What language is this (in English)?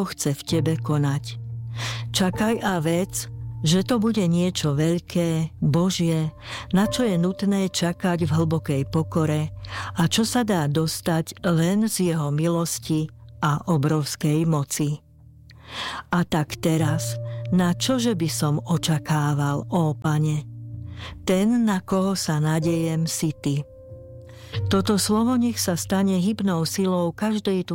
Slovak